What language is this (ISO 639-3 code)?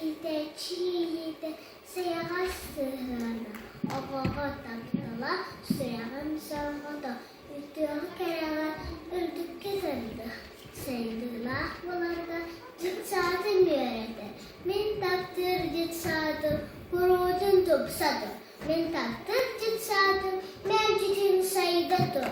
sah